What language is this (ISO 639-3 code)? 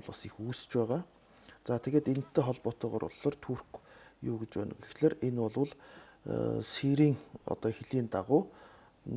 mon